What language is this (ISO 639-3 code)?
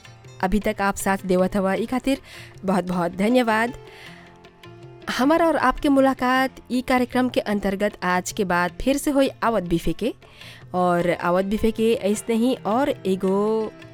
bho